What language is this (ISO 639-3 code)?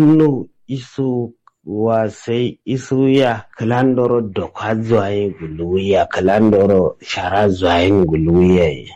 kau